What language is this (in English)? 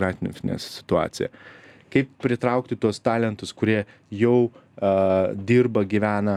Lithuanian